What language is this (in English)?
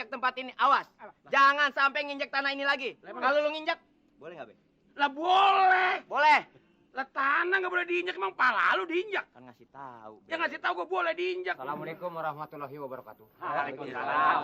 Betawi